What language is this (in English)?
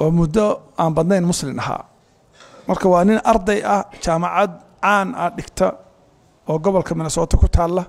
Somali